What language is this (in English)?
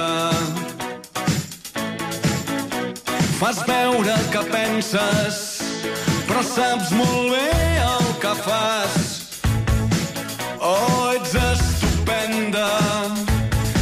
Catalan